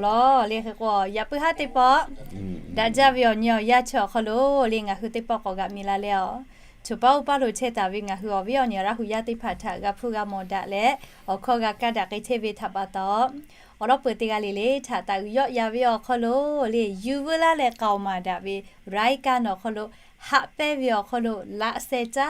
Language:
Lahu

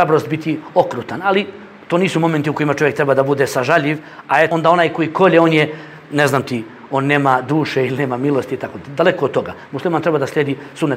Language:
Bosnian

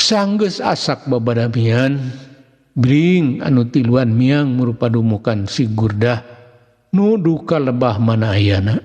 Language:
Sundanese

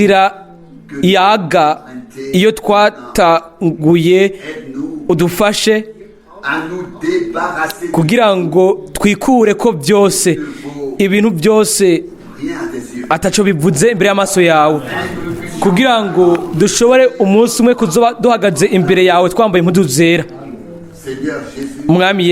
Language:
Rundi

